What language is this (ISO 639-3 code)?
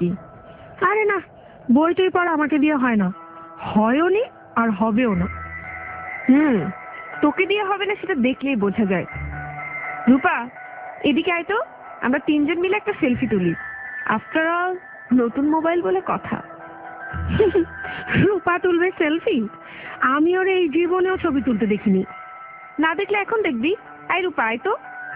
ben